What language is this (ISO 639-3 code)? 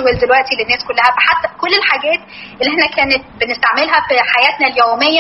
arz